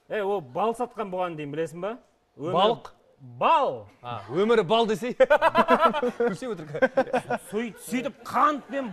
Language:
Kazakh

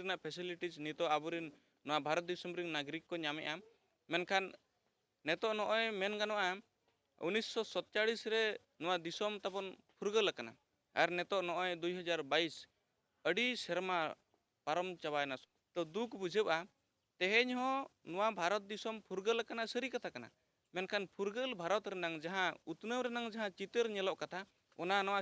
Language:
Santali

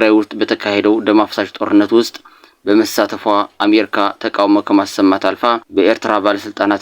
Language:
Amharic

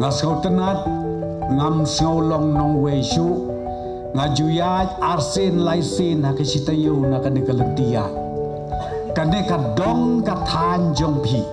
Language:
Khasi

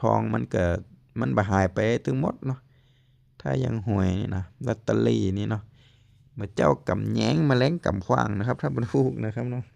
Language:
Lao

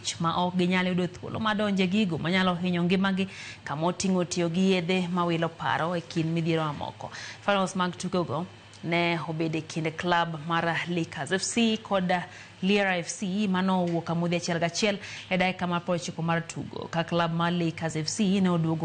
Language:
Luo (Kenya and Tanzania)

